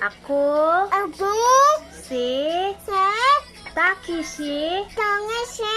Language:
Cebuano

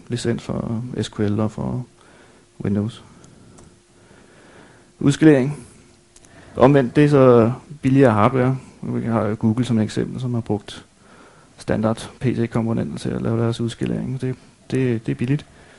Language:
Danish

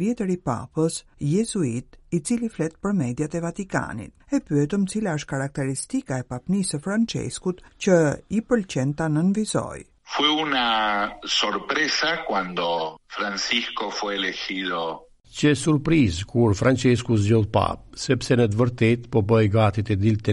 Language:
Albanian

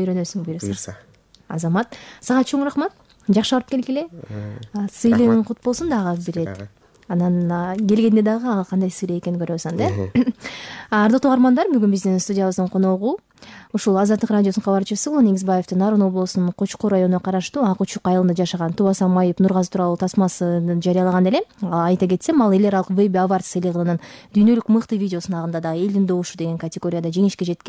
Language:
Kyrgyz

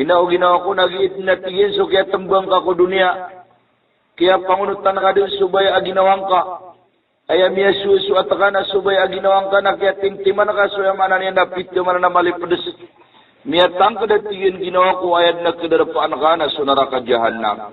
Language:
Maranao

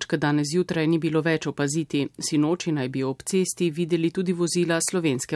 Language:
Slovenian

